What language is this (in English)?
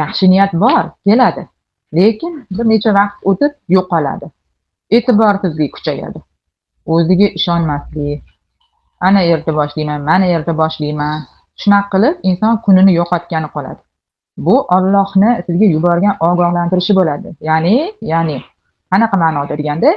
Uzbek